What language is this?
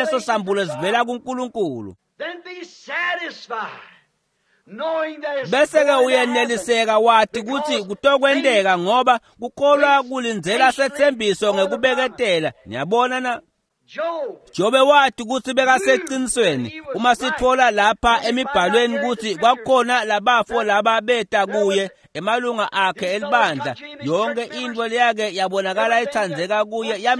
Swati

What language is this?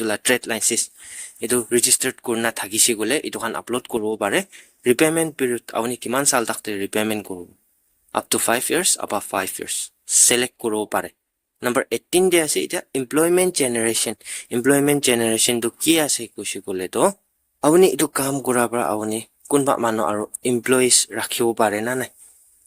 Naga Pidgin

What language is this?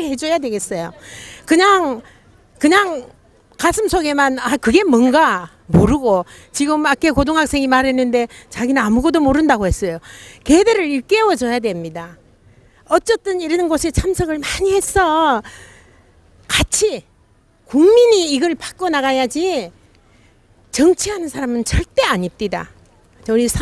Korean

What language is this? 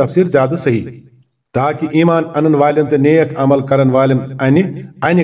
Kashmiri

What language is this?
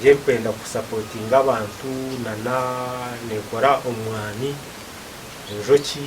Nyankole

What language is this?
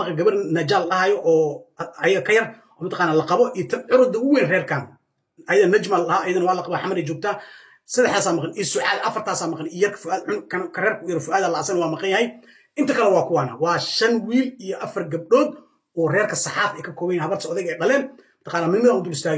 Somali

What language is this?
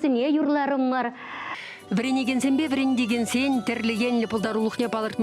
Chuvash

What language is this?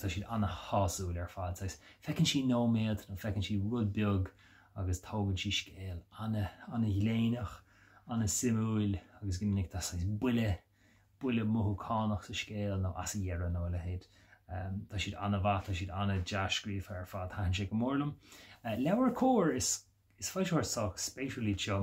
Irish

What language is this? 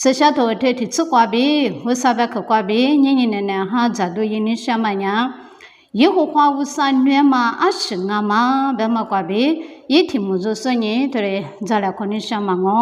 Lisu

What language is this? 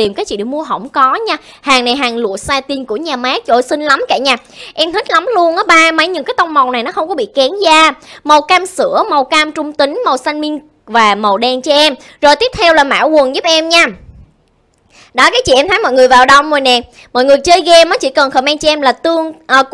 Vietnamese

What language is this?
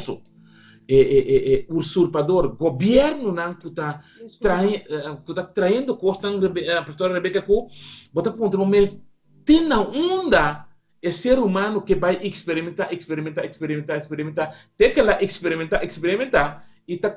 Papiamento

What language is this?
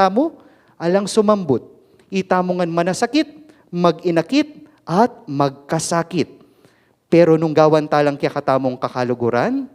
Pampanga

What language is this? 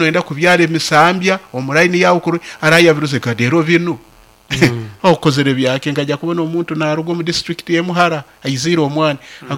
Nyoro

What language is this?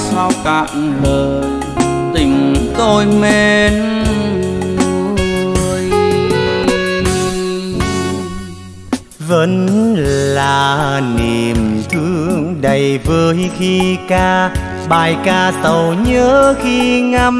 Vietnamese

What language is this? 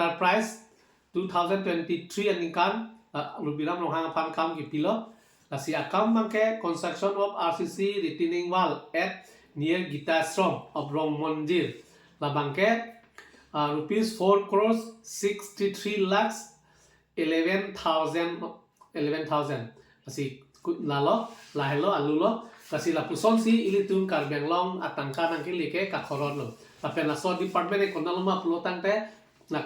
Karbi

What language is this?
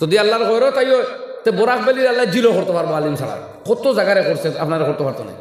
Sylheti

